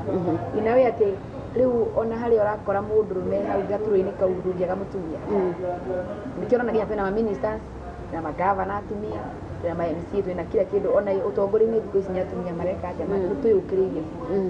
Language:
Kikuyu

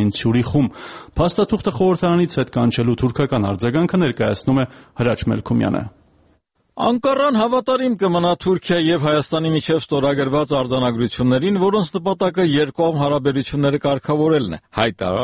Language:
Armenian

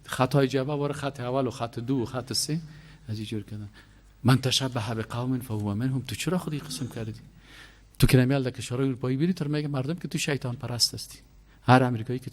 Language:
Persian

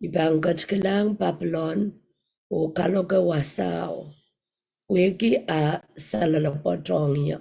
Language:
Pohnpeian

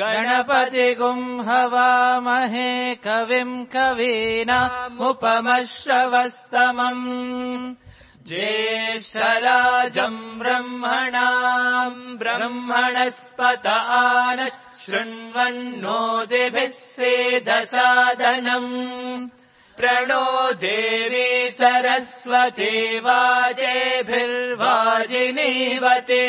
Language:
Sanskrit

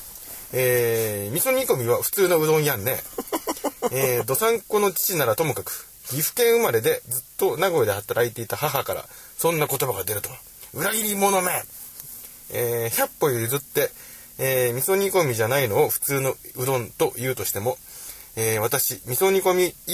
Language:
Japanese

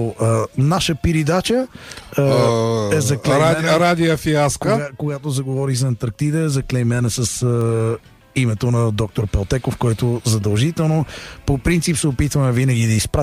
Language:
Bulgarian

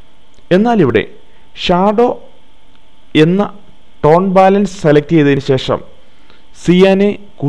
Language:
Malayalam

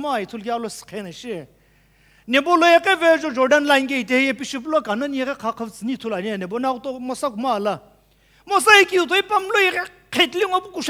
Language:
Sumi Naga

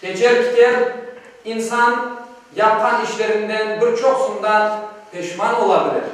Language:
Crimean Tatar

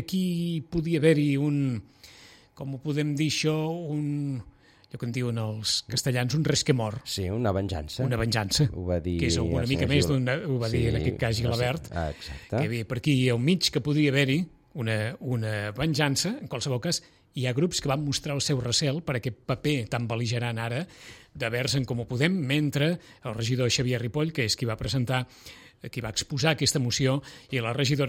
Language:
Catalan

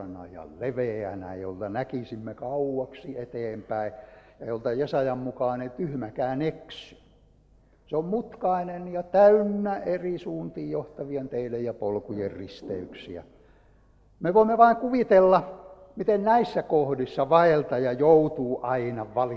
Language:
Finnish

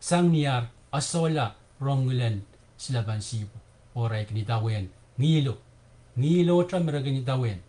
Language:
Pohnpeian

